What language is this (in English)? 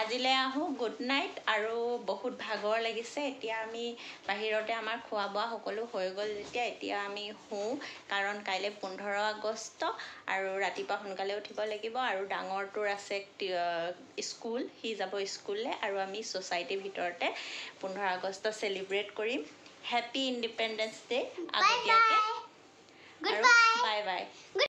Assamese